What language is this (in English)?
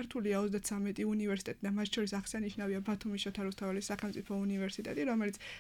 Georgian